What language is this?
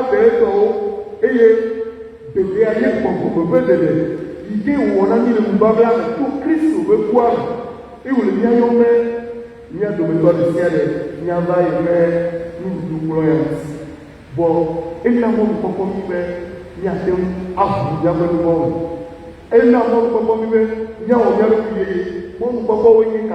Ewe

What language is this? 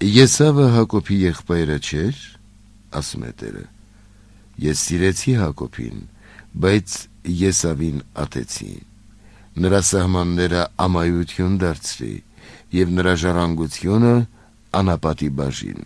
Armenian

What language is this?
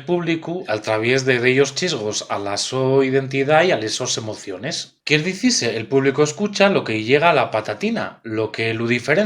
Asturian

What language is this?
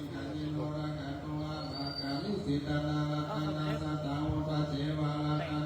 Pali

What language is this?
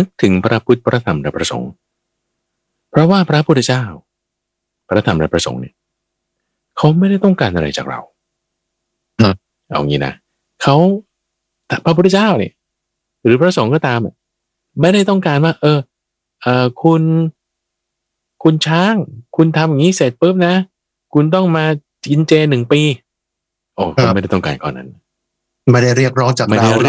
Thai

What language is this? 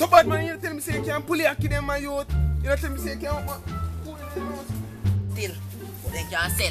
Jamaican Creole English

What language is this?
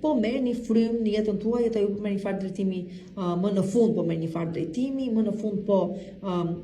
Albanian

